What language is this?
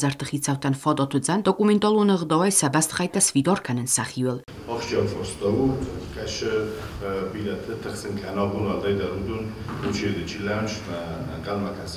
Ossetic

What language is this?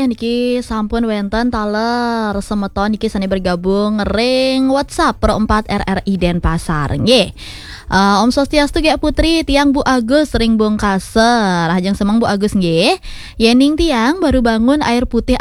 Balinese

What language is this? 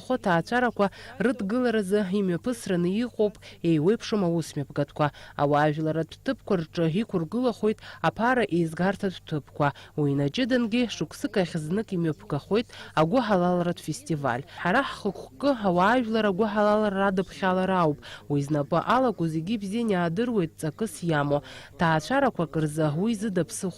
Abkhazian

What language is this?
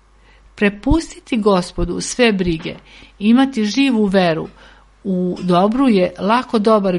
Serbian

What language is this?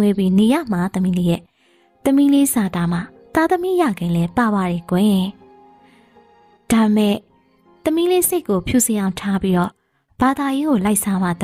Burmese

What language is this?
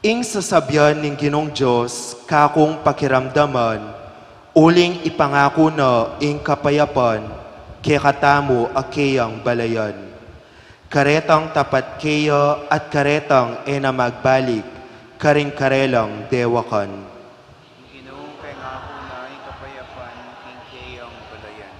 Pampanga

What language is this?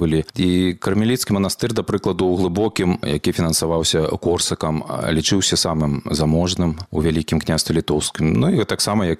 Belarusian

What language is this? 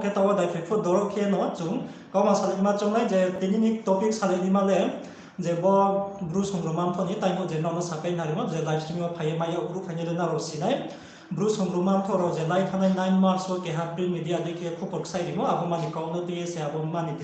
Riang (India)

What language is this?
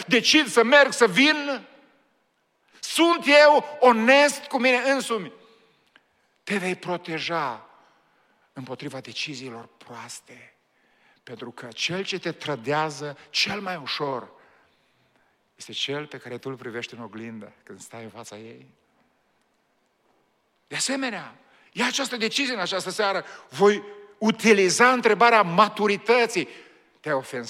Romanian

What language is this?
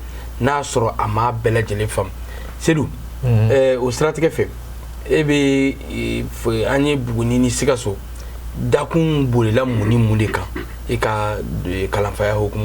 Bambara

